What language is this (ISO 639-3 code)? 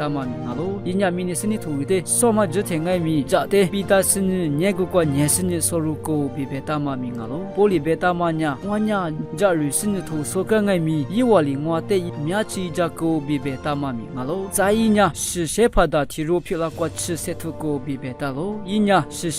lis